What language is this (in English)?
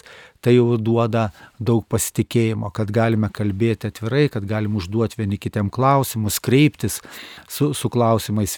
Lithuanian